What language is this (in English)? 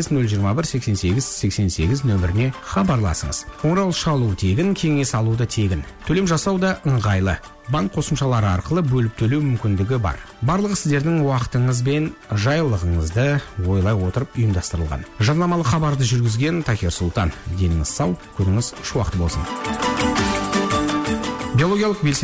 Kazakh